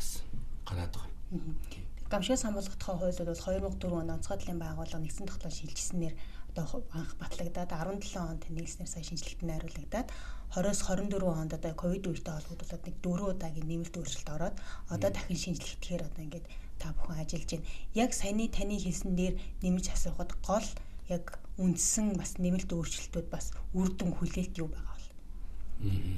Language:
Mongolian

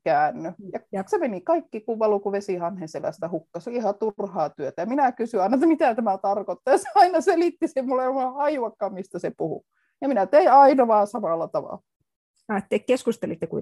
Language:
Finnish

